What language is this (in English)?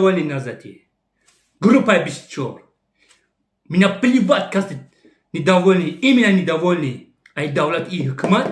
Tajik